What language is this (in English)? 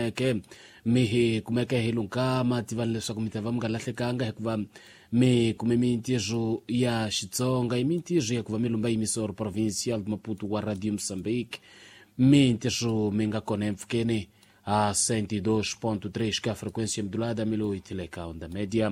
Tsonga